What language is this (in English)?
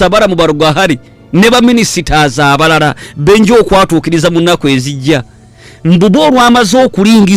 Ganda